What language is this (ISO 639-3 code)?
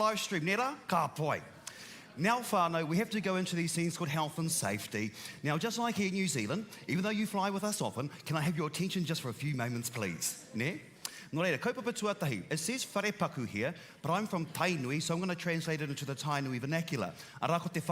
mri